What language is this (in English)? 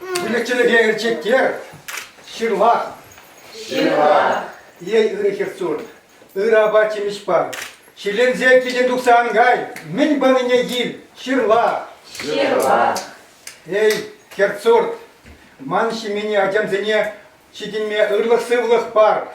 Chuvash